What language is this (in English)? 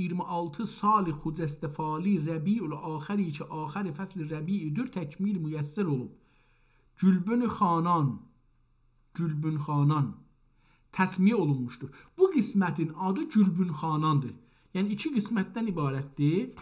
South Azerbaijani